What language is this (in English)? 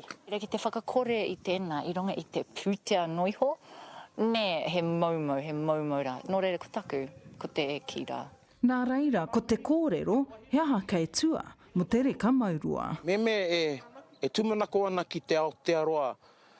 Māori